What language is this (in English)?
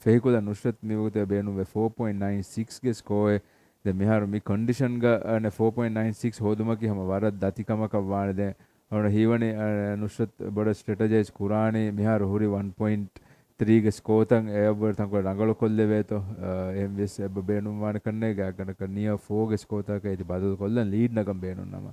Divehi